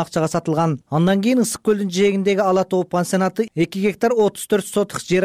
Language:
Kyrgyz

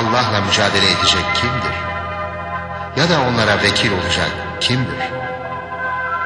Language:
Turkish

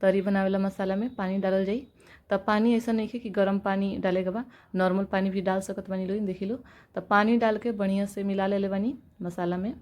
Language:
Bhojpuri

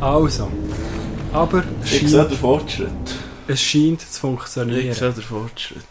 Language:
Swiss German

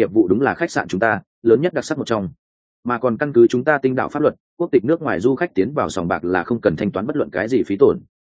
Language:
Vietnamese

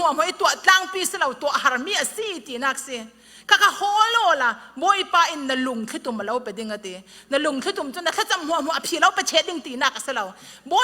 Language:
Falam Chin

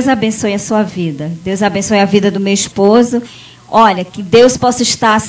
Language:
Portuguese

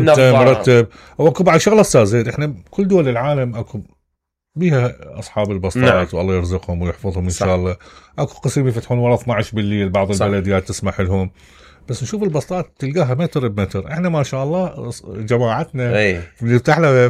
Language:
Mesopotamian Arabic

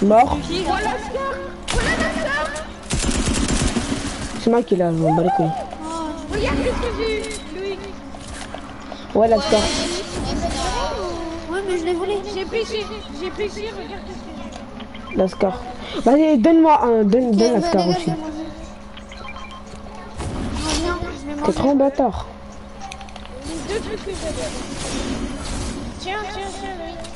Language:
French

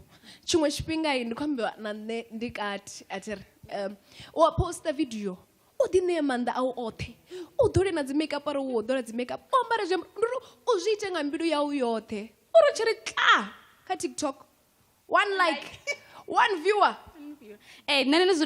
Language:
Venda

